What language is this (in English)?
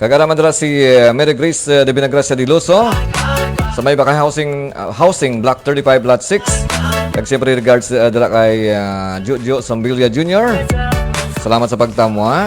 Hiligaynon